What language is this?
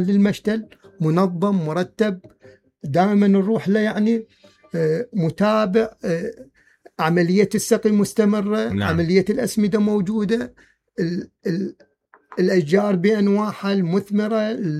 Mesopotamian Arabic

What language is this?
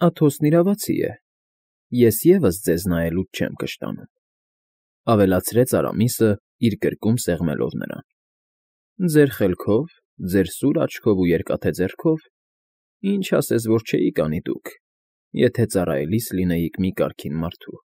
Armenian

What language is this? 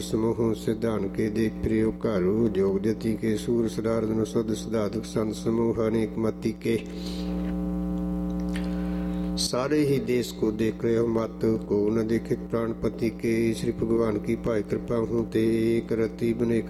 Punjabi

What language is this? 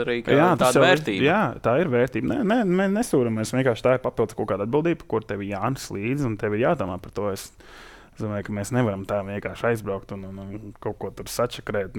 Latvian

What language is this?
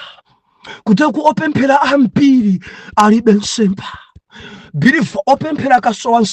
Nyanja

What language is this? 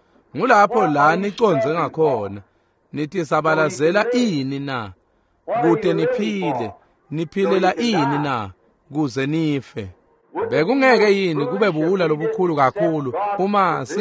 Swati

